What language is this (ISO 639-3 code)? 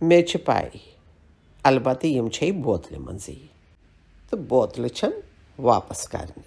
kas